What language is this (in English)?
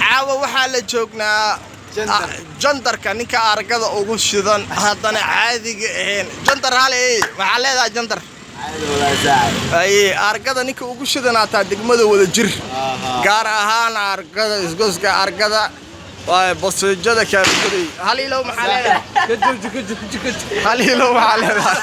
Somali